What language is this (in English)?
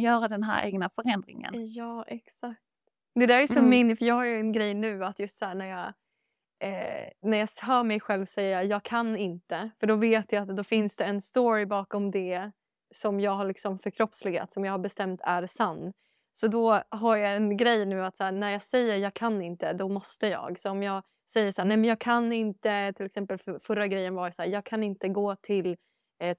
Swedish